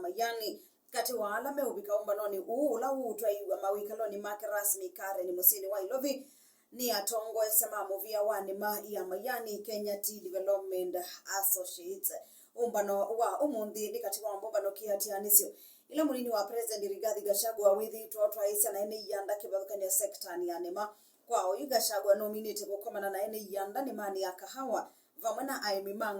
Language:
Kamba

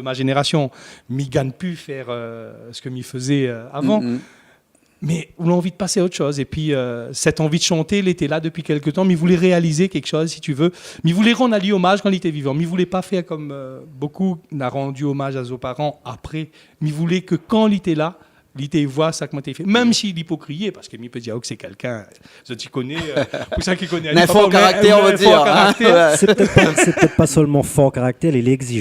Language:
Réunion Creole French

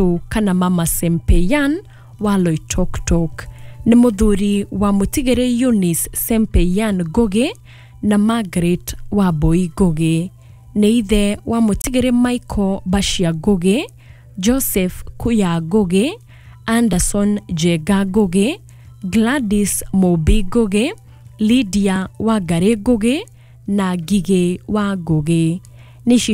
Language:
Kikuyu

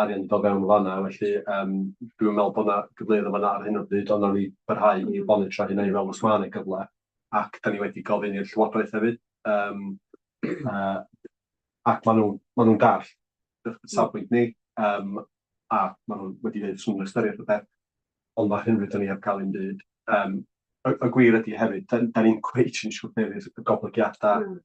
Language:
Welsh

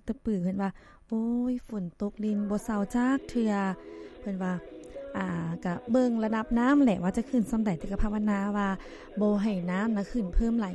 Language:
Lao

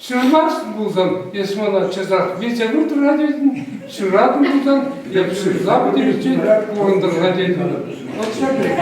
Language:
Chuvash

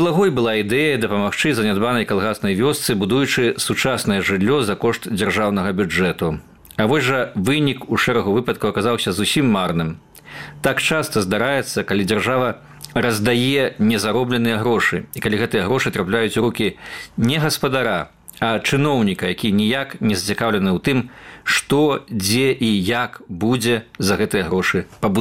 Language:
Belarusian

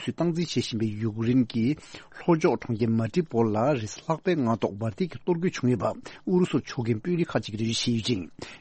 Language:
Tibetan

